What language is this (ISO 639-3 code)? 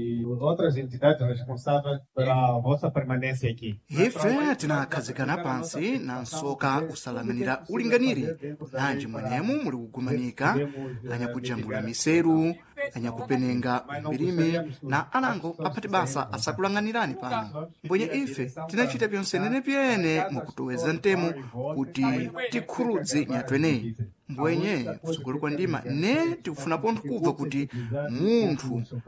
seh